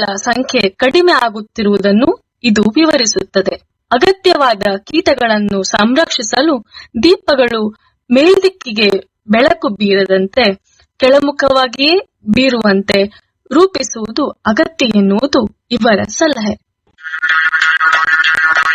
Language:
Kannada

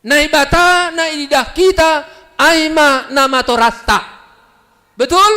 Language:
Batak Simalungun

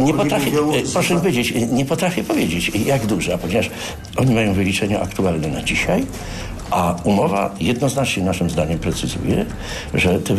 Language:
Polish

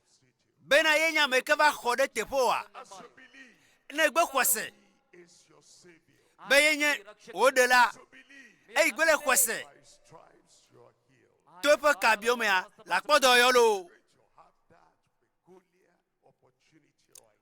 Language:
Ewe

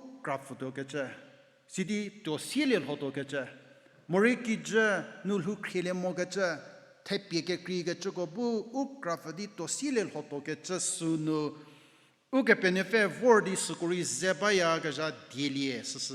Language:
Angami Naga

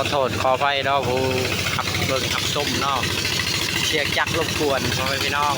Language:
Lao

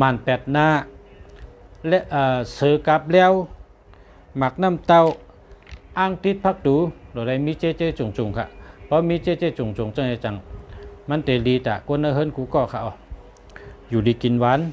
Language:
Shan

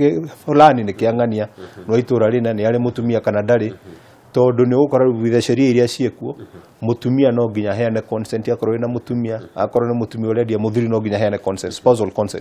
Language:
Kikuyu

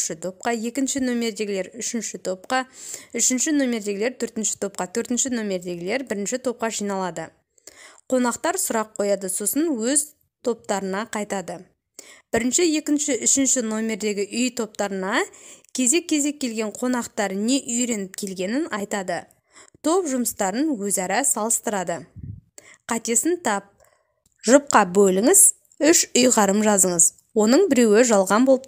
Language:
Kazakh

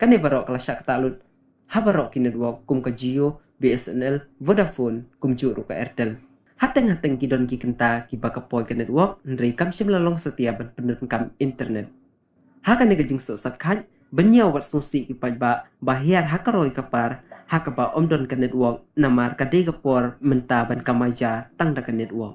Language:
Khasi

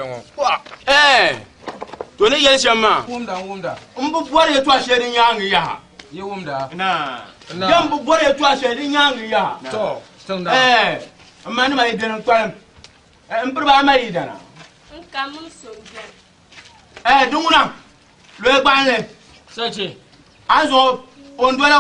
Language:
Dagbani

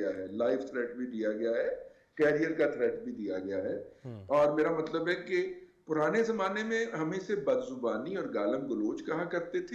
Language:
Urdu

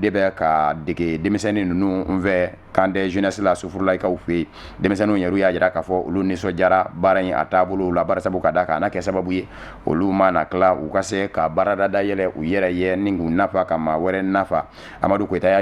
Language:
Bambara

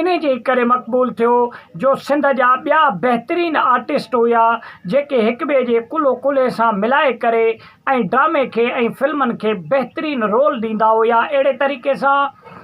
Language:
Sindhi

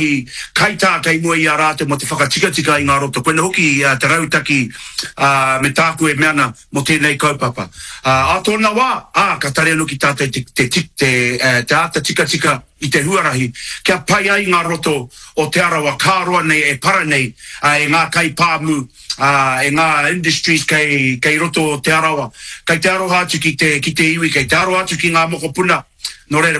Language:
Māori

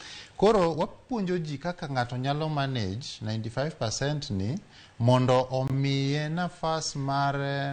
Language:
Luo (Kenya and Tanzania)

